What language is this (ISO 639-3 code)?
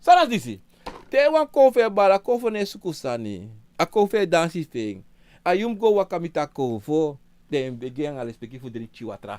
srn